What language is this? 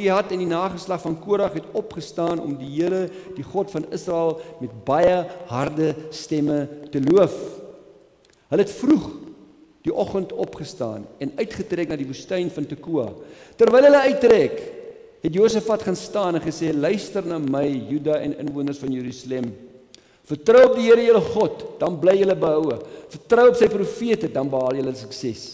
Afrikaans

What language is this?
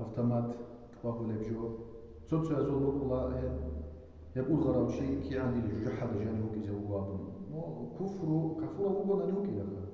Avaric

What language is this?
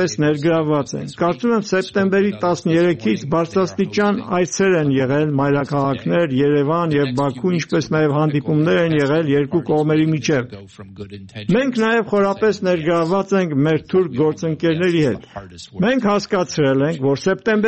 Armenian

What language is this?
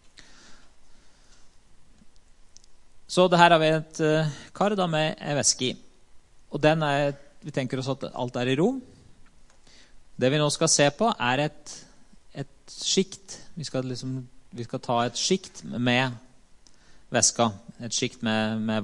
Norwegian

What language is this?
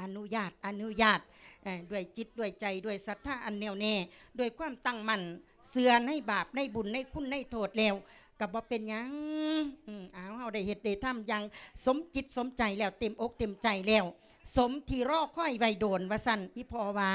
Lao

